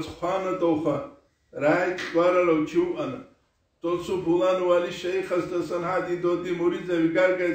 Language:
Avaric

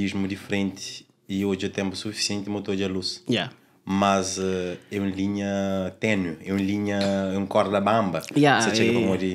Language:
Kabuverdianu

